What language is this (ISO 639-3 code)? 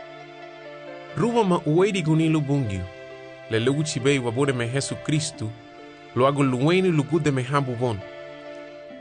cab